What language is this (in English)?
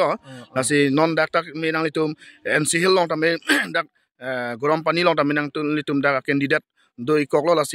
Karbi